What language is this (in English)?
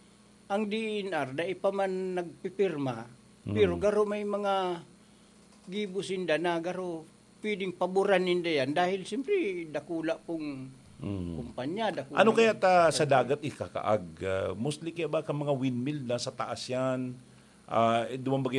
Bikol